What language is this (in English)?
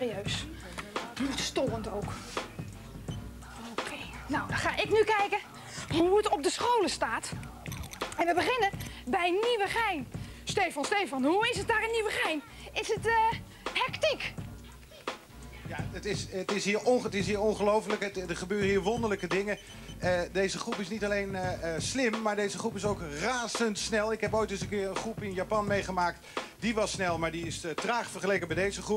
Dutch